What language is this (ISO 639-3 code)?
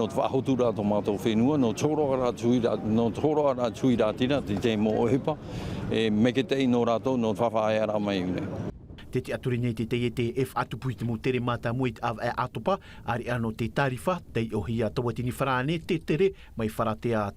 tah